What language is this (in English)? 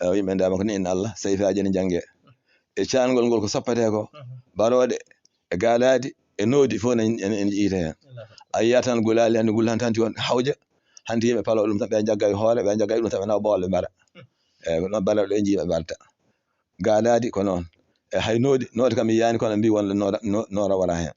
Fula